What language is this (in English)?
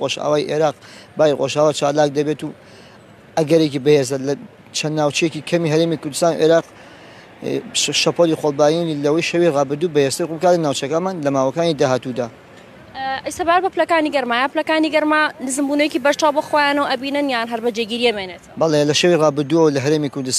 Central Kurdish